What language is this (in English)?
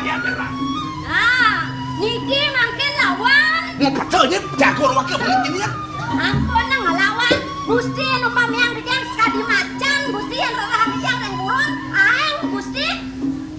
Balinese